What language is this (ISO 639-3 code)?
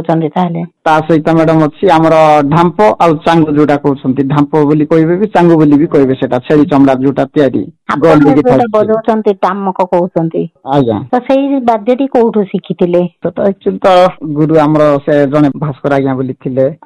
ori